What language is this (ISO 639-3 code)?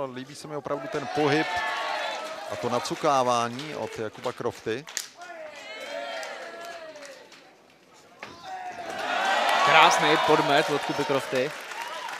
ces